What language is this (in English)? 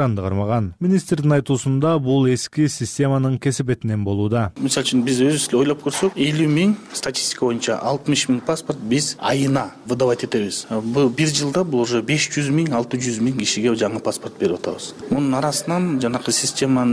Kyrgyz